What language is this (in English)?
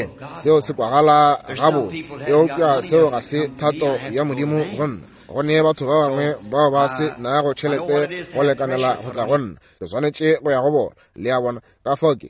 Northern Sotho